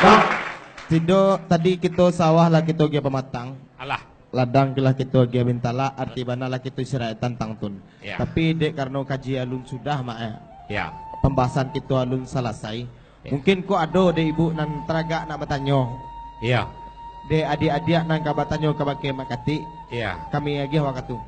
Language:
Minangkabau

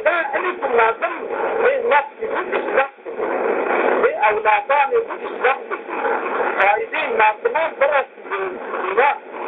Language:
Zaza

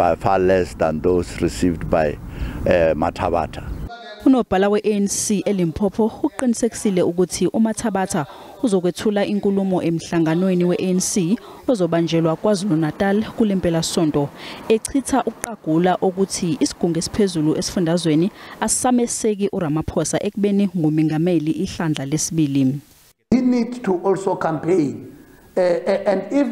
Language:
Zulu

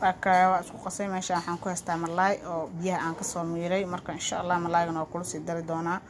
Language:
Somali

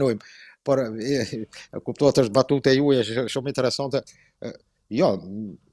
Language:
Albanian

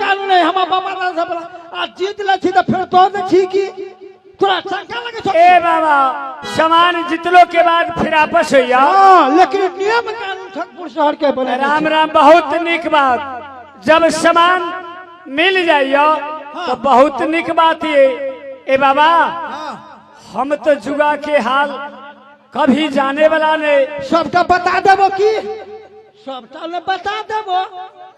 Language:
Maithili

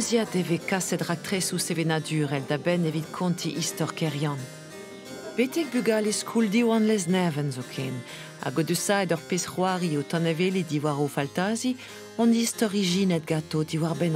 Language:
Breton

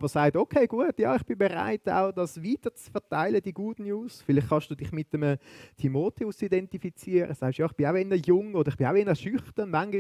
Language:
Swiss German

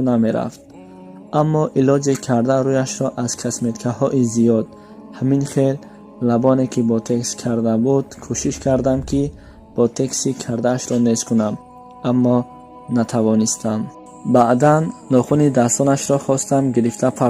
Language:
Tajik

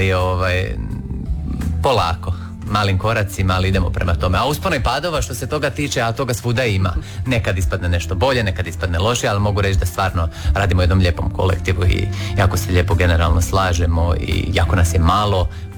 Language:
Croatian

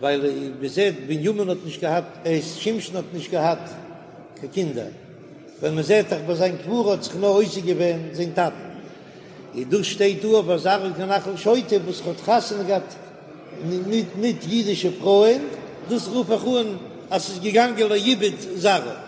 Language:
Yiddish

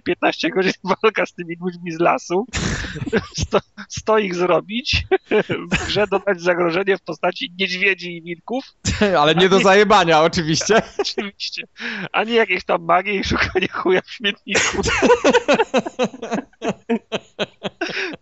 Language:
Polish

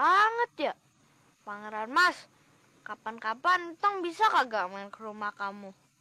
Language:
Betawi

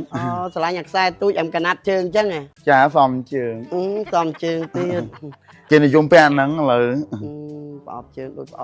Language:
Khmer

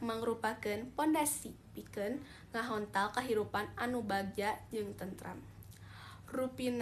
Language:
Sundanese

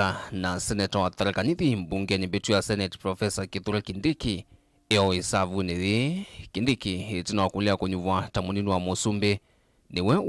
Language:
Kamba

